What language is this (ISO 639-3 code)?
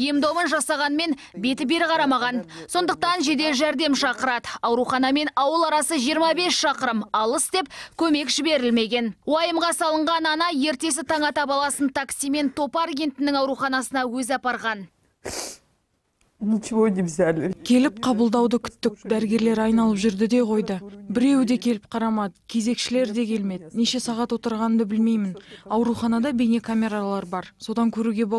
kaz